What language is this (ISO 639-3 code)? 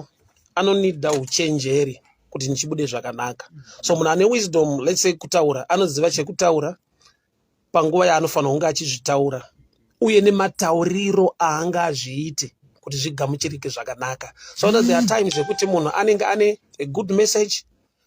sna